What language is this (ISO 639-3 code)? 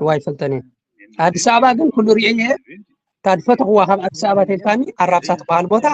tir